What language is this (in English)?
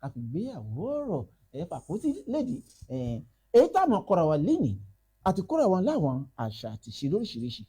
Yoruba